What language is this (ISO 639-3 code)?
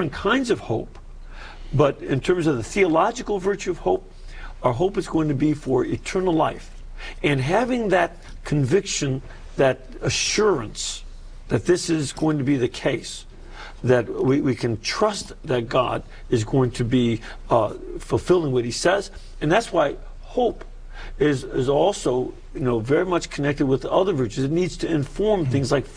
eng